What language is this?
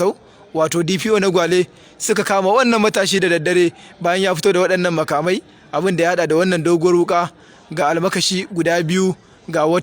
Hausa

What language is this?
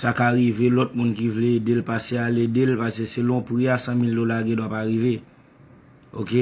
Haitian Creole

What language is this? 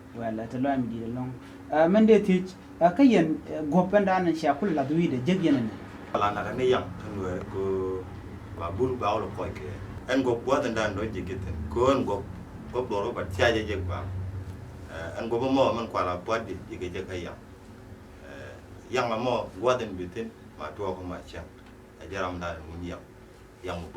Nuer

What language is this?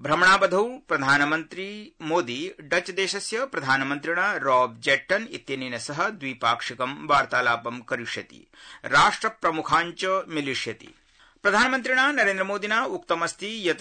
Sanskrit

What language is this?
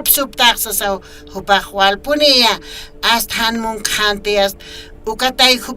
Aymara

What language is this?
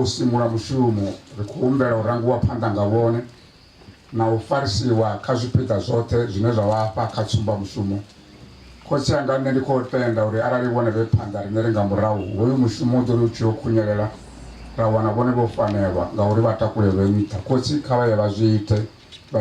Venda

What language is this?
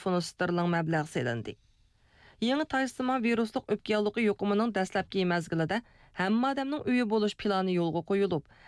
Uyghur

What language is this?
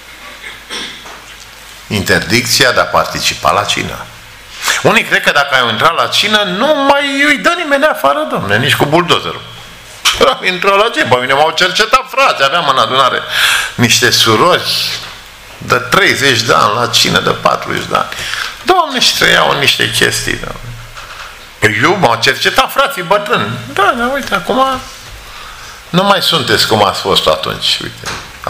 Romanian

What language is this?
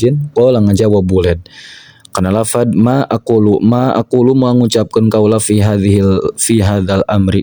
Sundanese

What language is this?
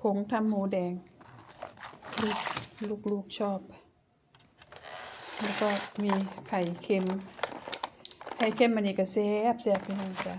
Lao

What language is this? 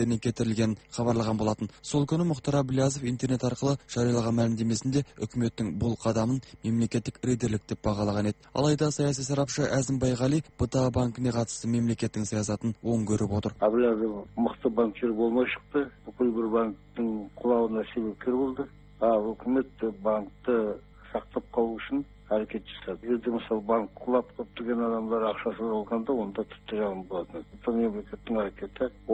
Kazakh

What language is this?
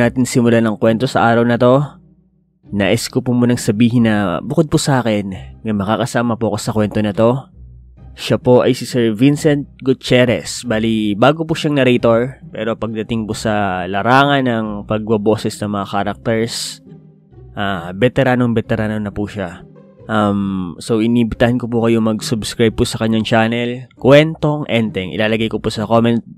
Filipino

